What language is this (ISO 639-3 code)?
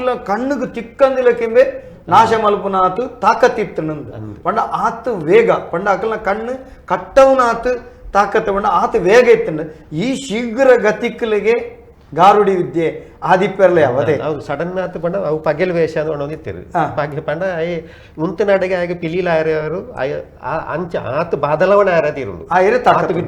tcy